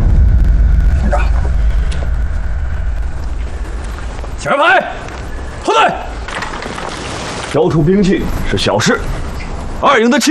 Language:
Chinese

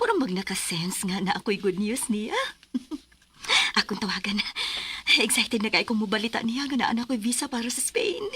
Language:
Cebuano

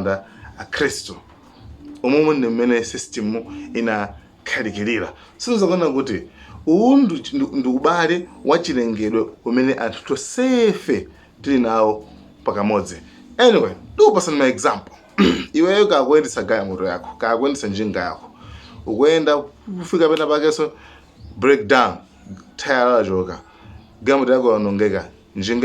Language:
Nyanja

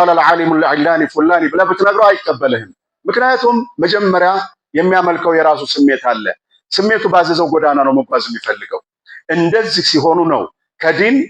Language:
Amharic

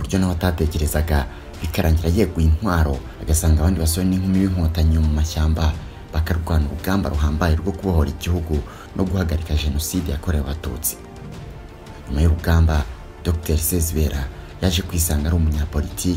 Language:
Kinyarwanda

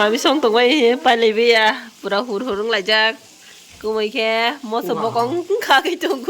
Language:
Kok Borok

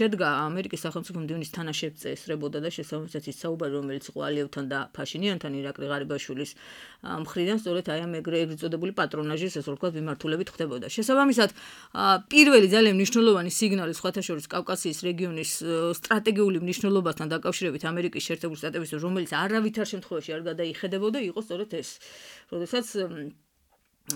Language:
Georgian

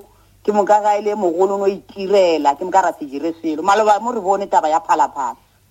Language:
Northern Sotho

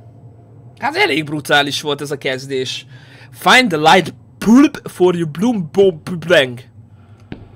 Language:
Hungarian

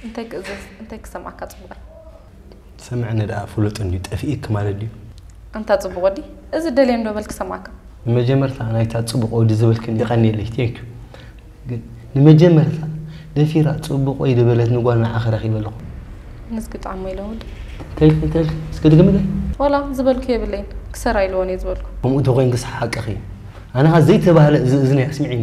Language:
Tigrinya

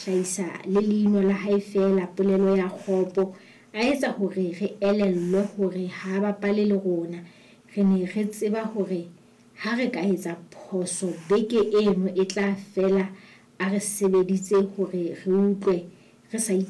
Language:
Southern Sotho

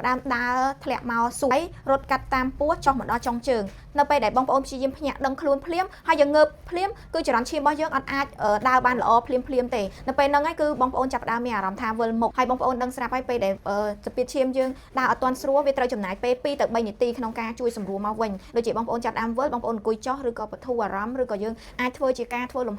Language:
Khmer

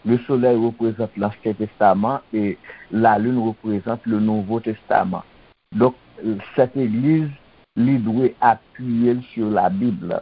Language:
Haitian Creole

